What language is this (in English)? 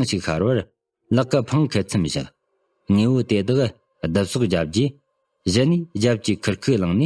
Tibetan